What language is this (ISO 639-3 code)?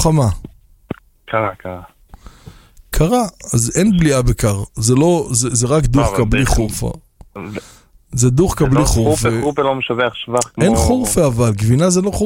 heb